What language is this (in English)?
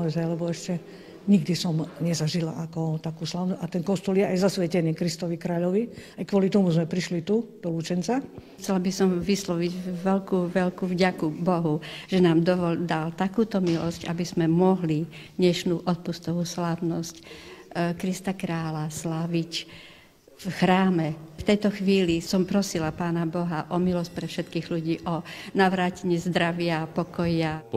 Slovak